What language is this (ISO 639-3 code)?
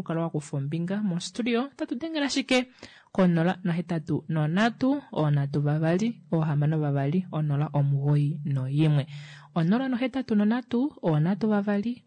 kua